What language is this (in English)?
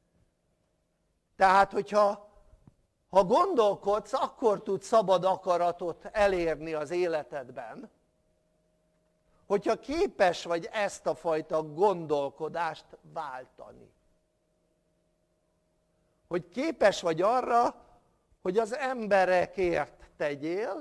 Hungarian